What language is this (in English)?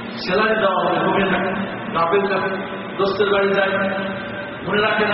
Bangla